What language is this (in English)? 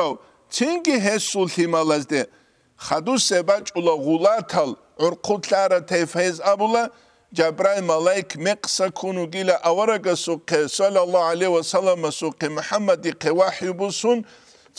Avaric